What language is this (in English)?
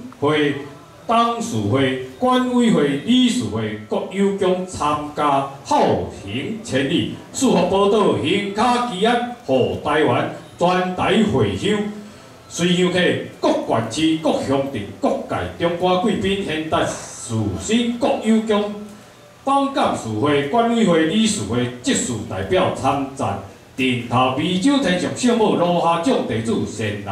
Chinese